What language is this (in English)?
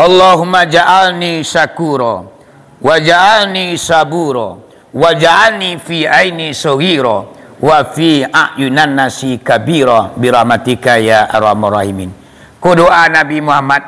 Minangkabau